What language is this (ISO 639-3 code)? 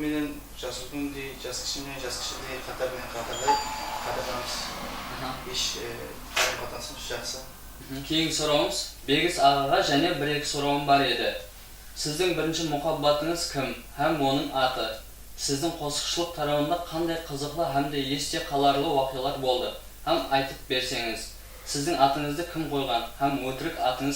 kaa